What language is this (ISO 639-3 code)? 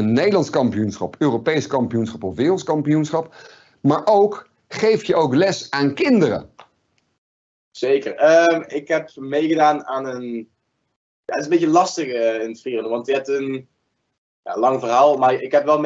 nld